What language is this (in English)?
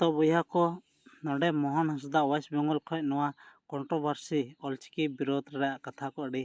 Santali